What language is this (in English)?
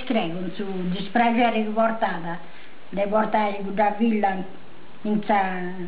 Sardinian